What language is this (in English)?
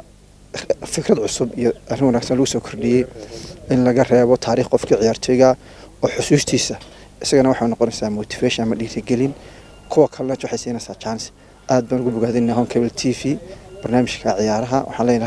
Somali